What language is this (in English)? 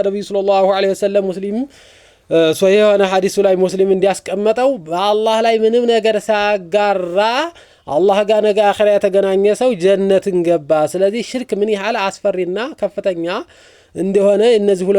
Amharic